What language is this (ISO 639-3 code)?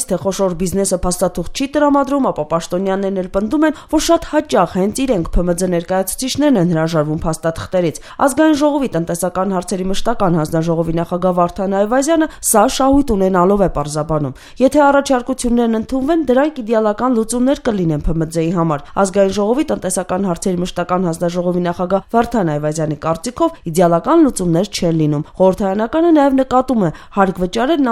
hye